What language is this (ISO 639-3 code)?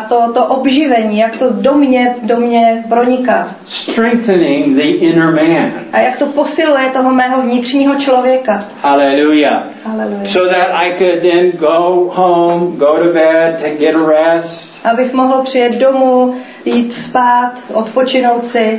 ces